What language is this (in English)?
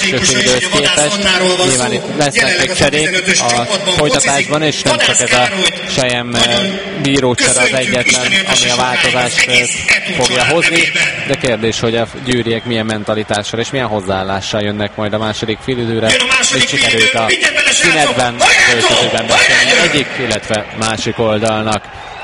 Hungarian